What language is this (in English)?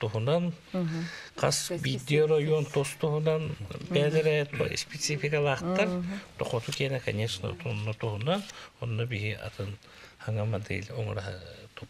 Yakut